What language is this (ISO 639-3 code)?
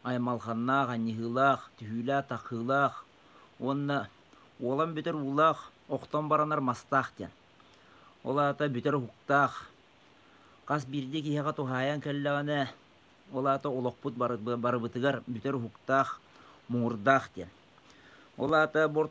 sah